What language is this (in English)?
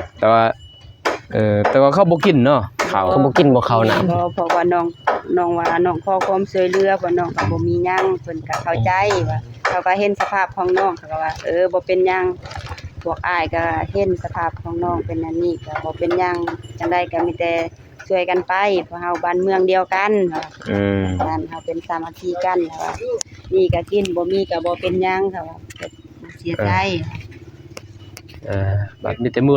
Lao